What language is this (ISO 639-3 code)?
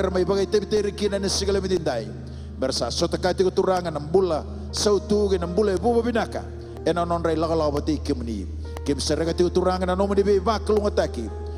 fij